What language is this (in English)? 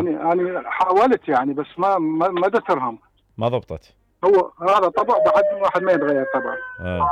Mesopotamian Arabic